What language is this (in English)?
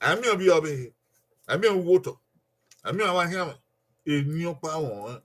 Bini